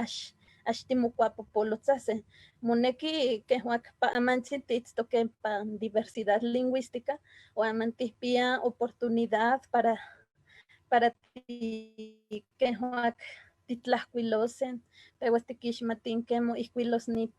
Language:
Eastern Huasteca Nahuatl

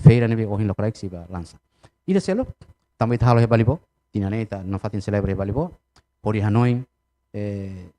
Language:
Tetum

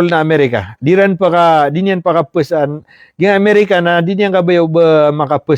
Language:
Maranao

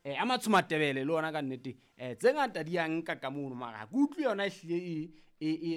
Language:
Southern Sotho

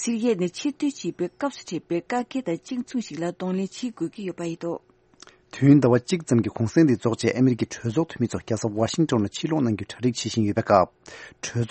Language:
Tibetan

